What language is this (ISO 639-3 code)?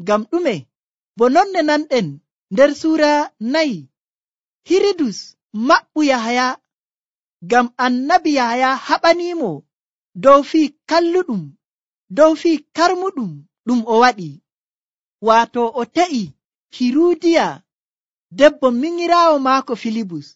fuv